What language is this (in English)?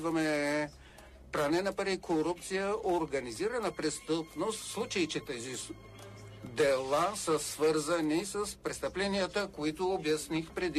Bulgarian